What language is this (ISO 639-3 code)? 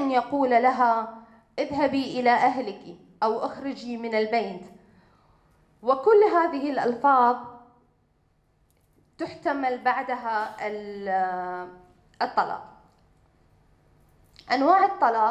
ara